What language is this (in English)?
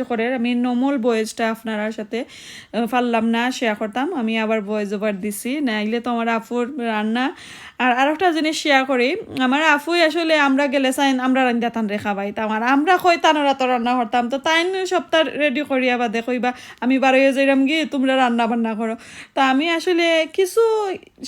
Sylheti